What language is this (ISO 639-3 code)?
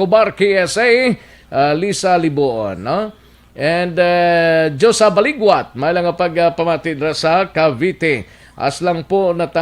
hil